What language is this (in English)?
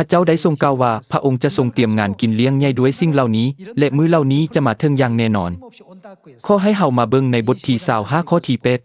Lao